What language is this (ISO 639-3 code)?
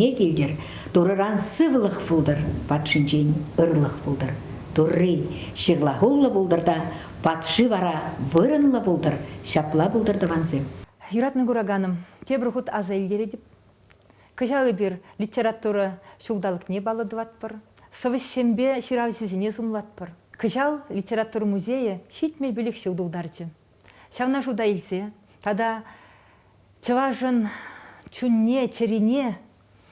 chv